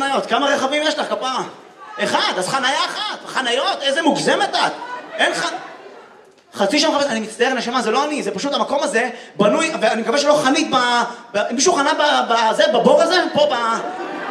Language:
Hebrew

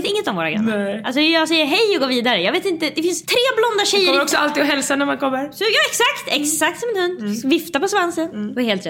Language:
Swedish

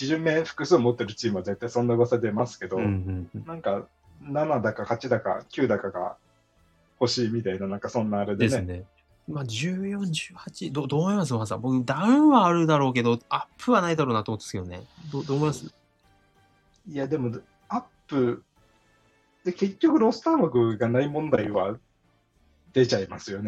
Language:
Japanese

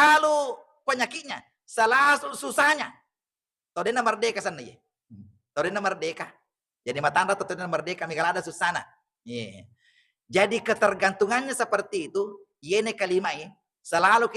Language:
Buginese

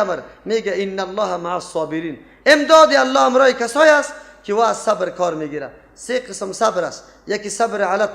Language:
Persian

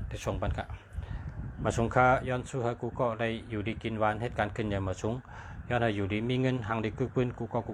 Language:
Shan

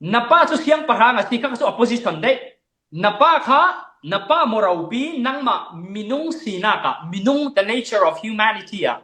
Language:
Falam Chin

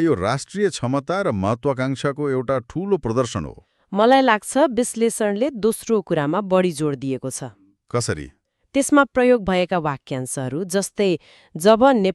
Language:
Nepali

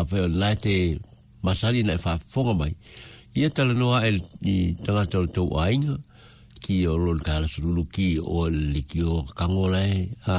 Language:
Samoan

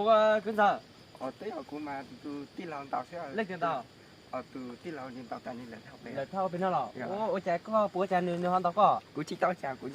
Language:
Hmong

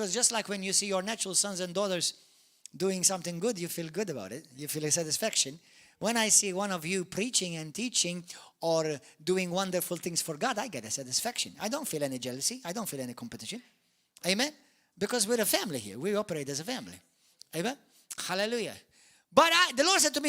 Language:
English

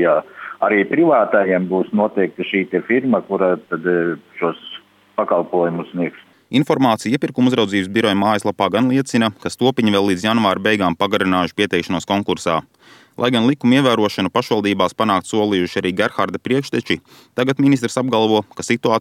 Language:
Latvian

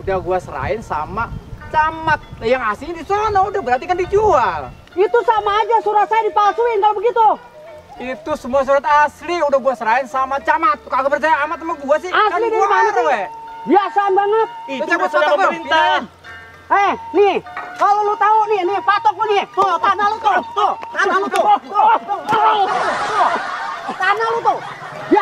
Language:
Betawi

